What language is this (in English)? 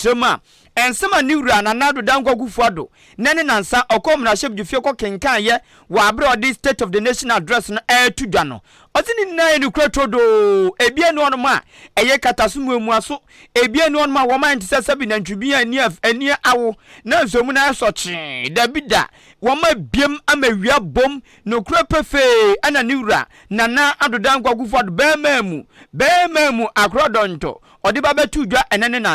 Akan